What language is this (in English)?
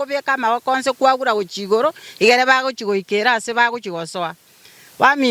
Gusii